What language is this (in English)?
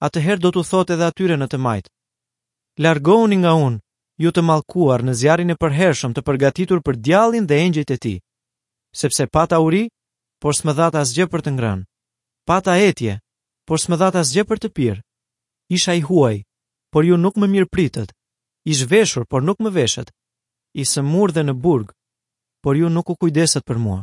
Albanian